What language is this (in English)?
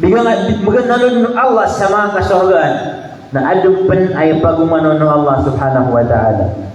Maranao